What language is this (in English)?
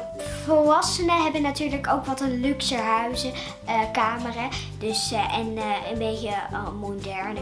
Dutch